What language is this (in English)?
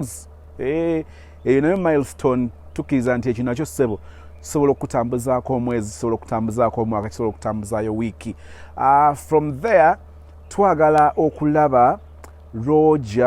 Ganda